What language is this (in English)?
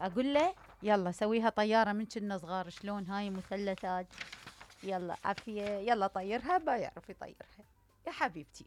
Mesopotamian Arabic